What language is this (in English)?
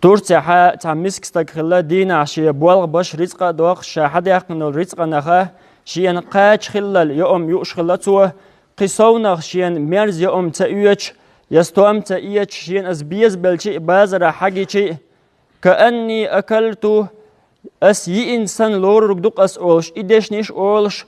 Chechen